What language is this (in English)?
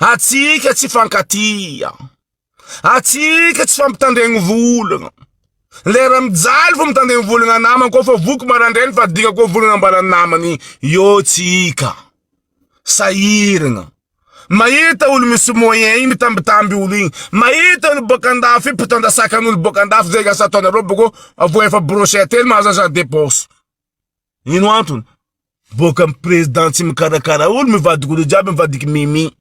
Malagasy